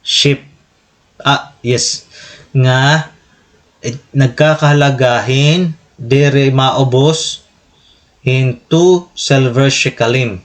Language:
Waray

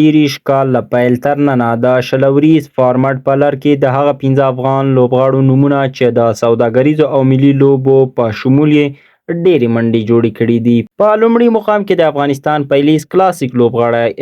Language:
Pashto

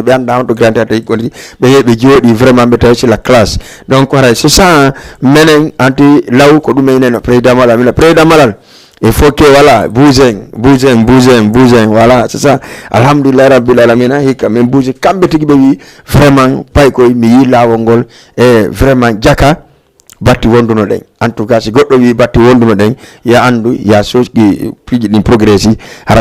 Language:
Fula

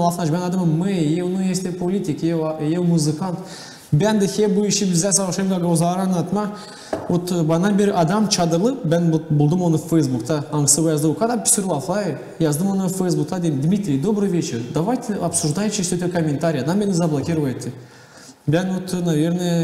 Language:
Gagauz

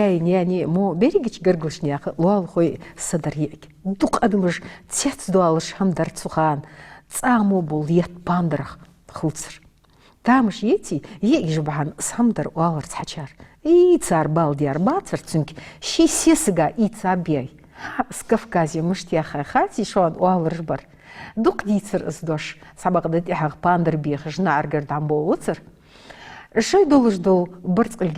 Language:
Ingush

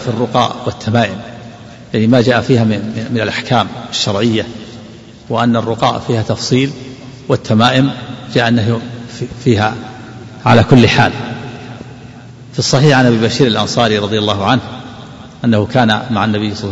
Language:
Arabic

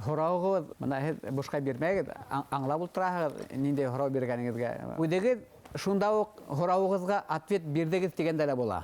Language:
Bashkir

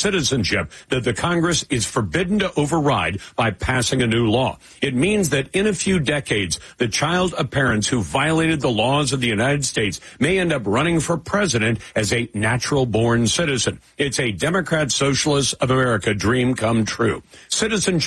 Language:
English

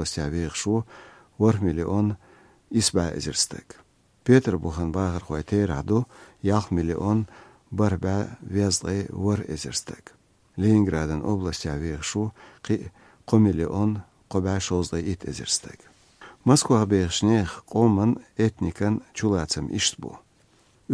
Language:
Chechen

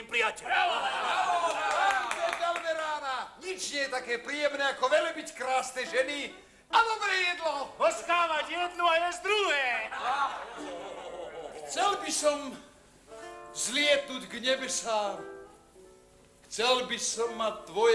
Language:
Slovak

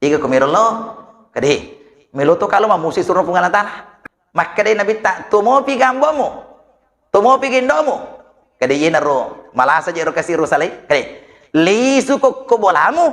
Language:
Buginese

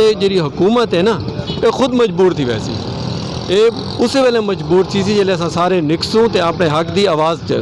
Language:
Saraiki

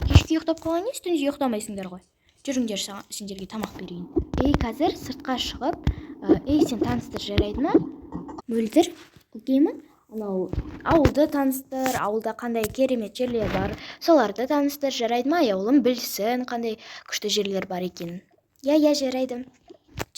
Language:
Kazakh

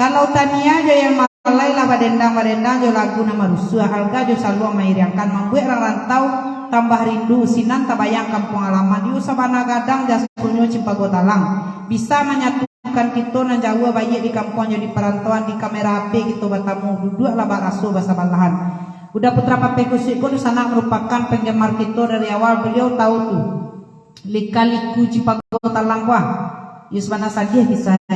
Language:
Minangkabau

